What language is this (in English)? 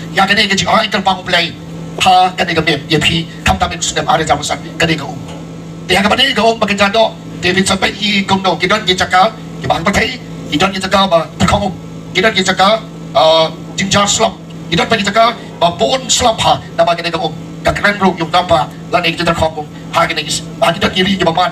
Khasi